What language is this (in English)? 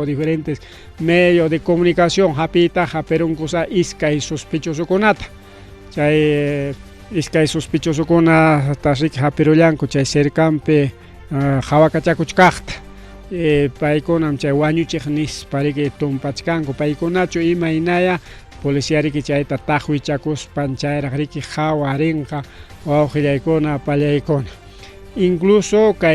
Ayacucho Quechua